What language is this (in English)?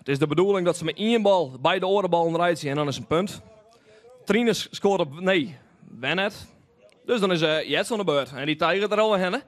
Western Frisian